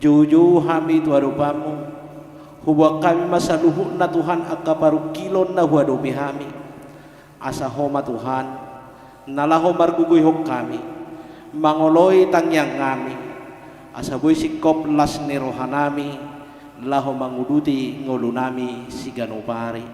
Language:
Batak Toba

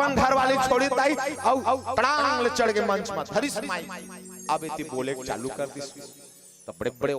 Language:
Chhattisgarhi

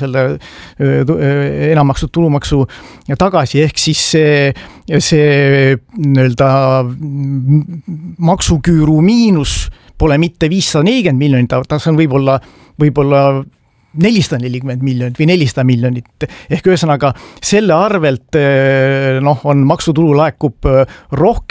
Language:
Estonian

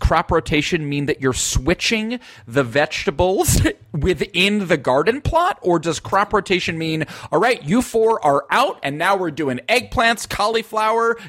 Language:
English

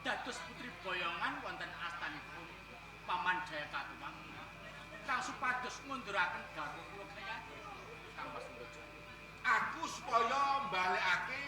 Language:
Javanese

